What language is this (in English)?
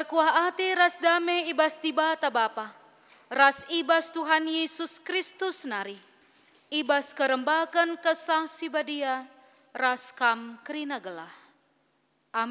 Batak Karo